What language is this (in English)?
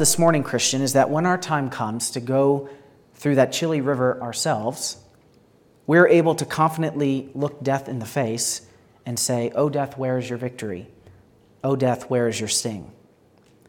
English